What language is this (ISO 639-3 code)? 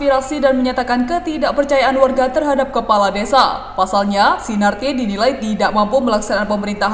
ind